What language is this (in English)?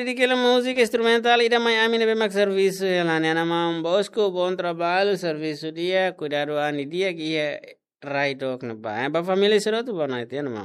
Tetum